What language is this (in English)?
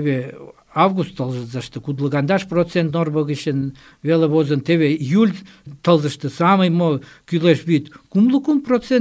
Mari